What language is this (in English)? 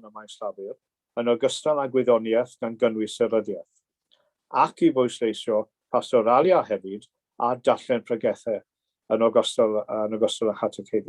Welsh